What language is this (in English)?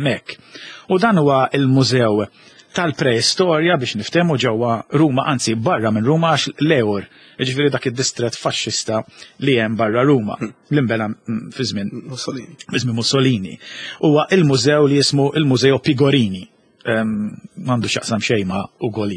Maltese